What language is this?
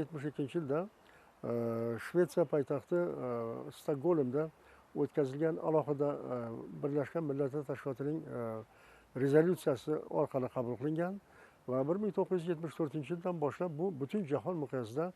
Uzbek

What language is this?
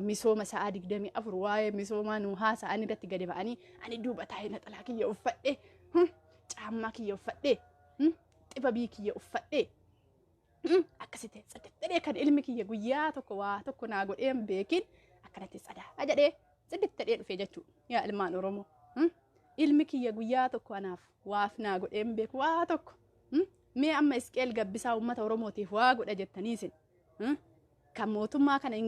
Oromo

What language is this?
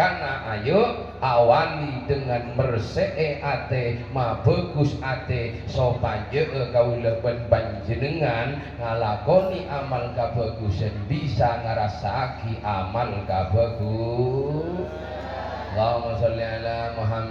Madurese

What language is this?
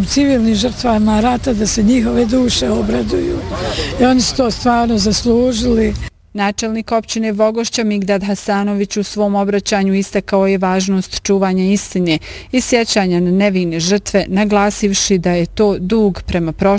Bosnian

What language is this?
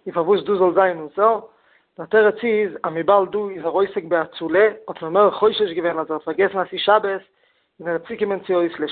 Yiddish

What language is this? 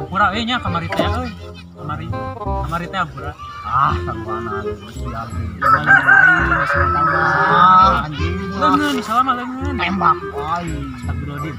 Sundanese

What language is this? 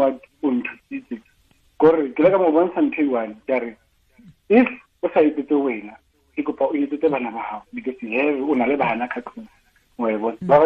Tswana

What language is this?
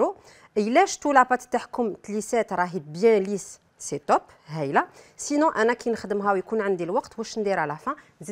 Algerian Arabic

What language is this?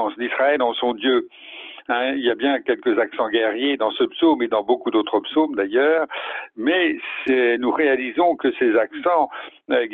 French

